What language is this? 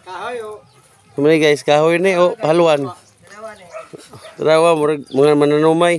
Cebuano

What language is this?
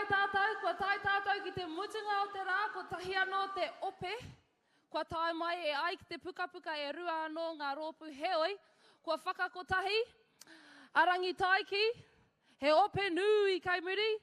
Māori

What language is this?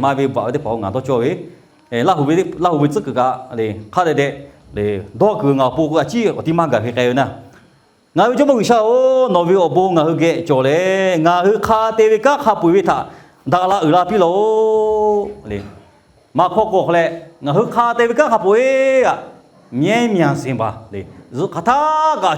Lahu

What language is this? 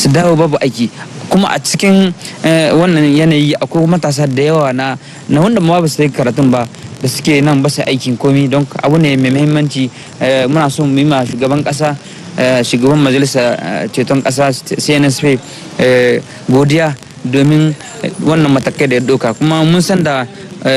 Hausa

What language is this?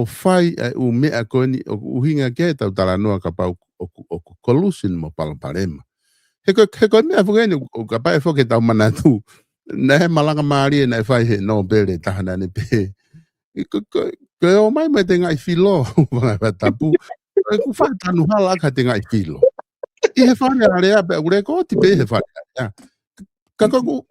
Tongan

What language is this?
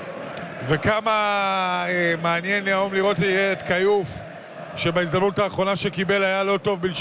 Hebrew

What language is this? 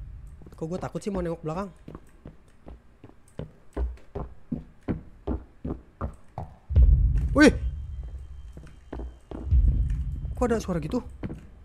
Indonesian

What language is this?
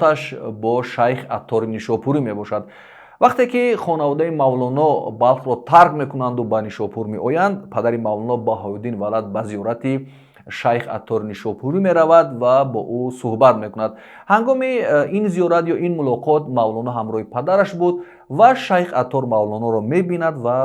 Tajik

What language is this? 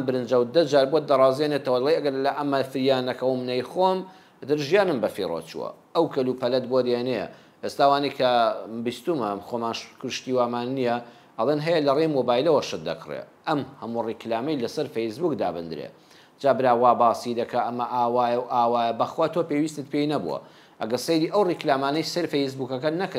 Central Kurdish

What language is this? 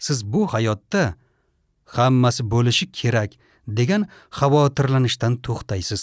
Uzbek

